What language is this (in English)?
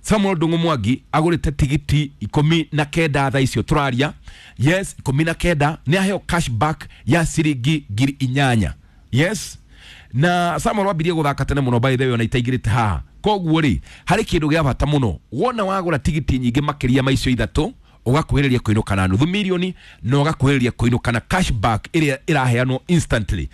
Kikuyu